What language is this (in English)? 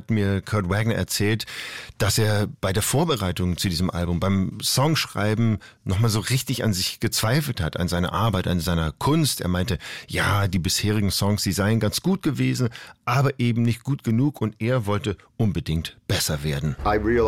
German